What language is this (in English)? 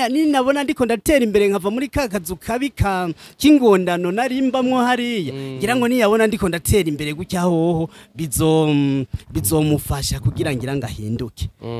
Rundi